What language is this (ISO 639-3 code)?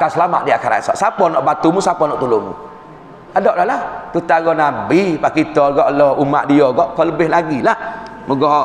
msa